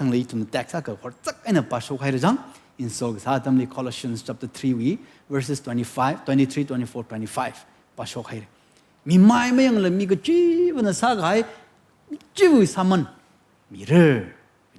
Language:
Tangkhul Naga (India)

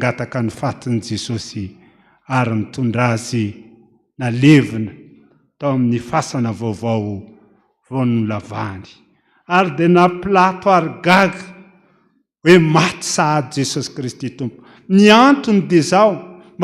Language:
Malagasy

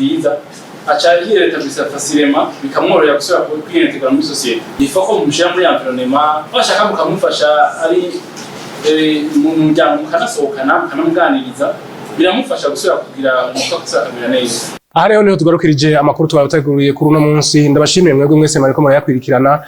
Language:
Rundi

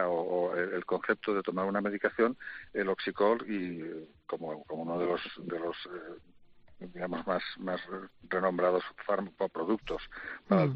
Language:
Spanish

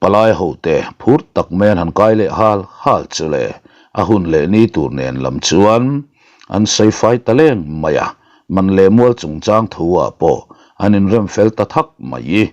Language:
Mizo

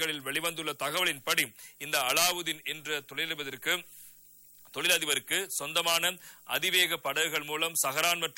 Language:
Tamil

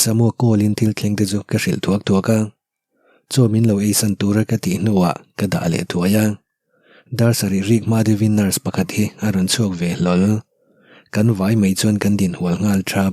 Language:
Mizo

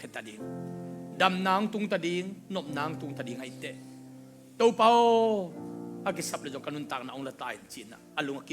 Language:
Tedim Chin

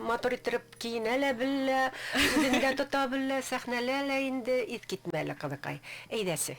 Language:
Bashkir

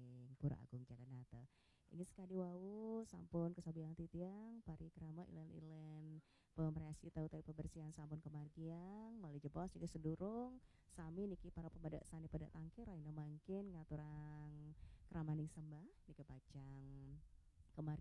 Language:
Balinese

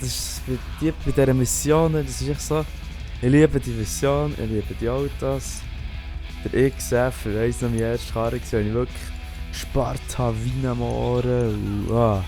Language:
Swiss German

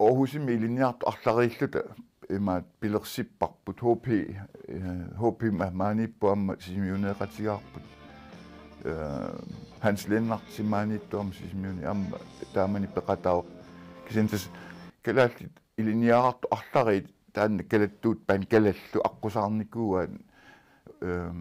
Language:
Kalaallisut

